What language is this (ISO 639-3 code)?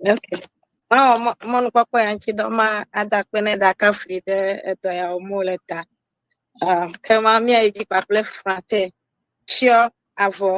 ewe